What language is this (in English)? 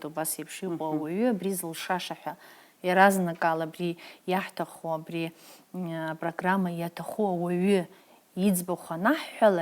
Abkhazian